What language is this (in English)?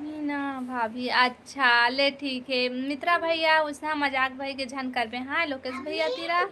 Chhattisgarhi